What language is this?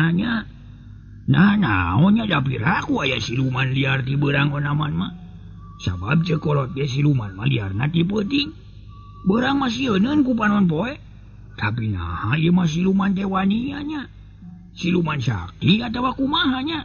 Sundanese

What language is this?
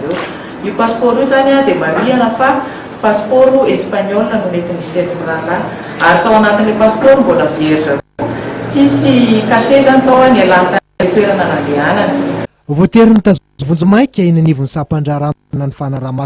Malagasy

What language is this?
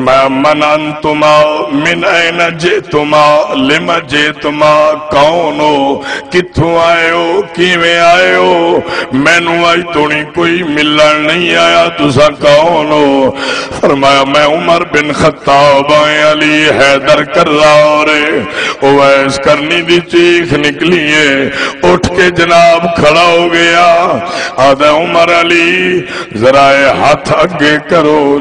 Saraiki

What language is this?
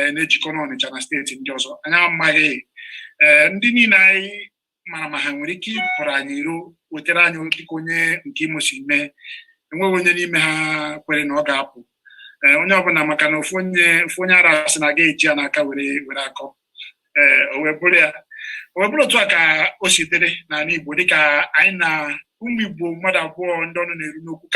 Igbo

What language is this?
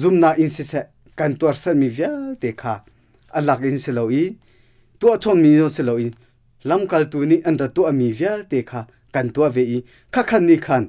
Hakha Chin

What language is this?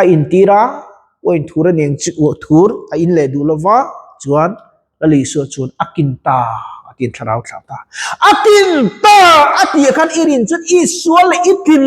Mizo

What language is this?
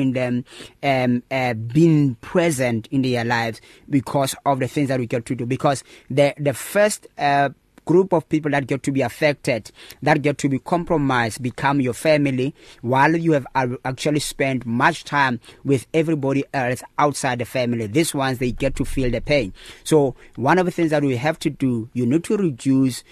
English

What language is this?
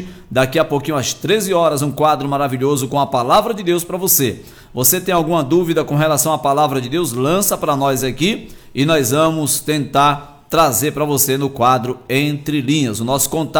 Portuguese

